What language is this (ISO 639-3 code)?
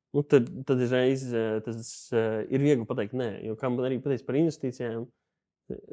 lav